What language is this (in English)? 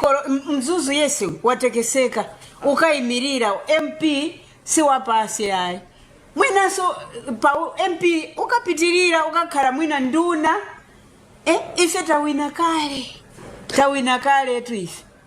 Nyanja